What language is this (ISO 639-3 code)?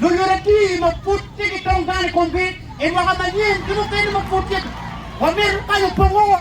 ach